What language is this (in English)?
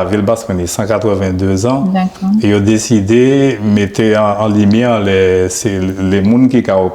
Guadeloupean Creole French